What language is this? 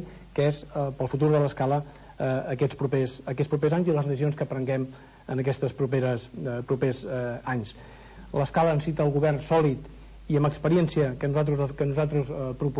Catalan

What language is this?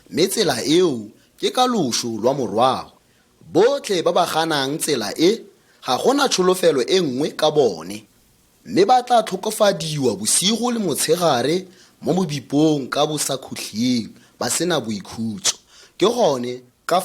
Tswana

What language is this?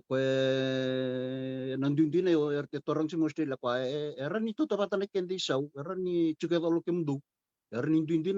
Fijian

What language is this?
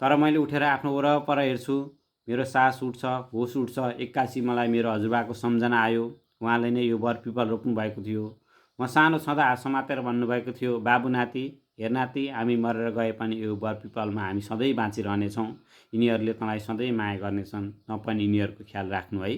Nepali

